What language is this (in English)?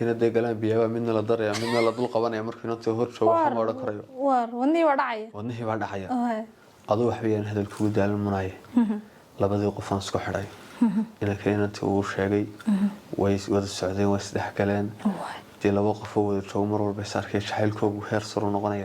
Somali